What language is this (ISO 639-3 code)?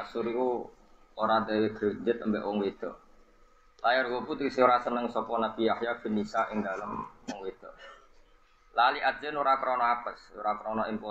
jav